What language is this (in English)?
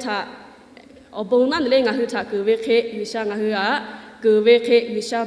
Lahu